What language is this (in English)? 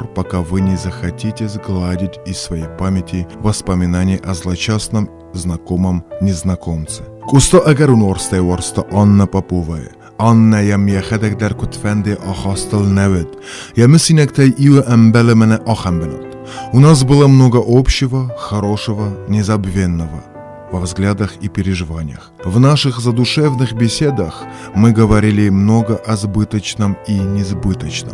Ossetic